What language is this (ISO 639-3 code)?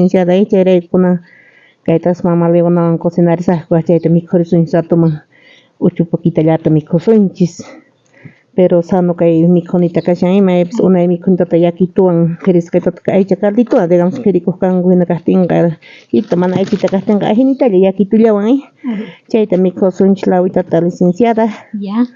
quh